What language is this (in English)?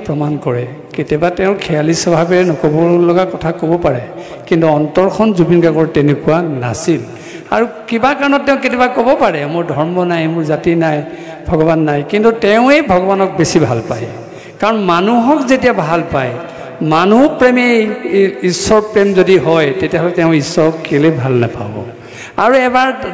Assamese